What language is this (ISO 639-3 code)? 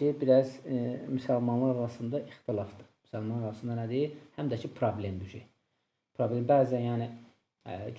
aze